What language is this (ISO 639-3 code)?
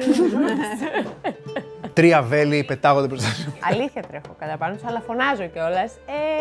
ell